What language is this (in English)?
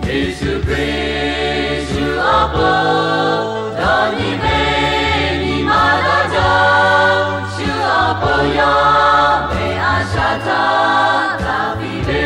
Lahu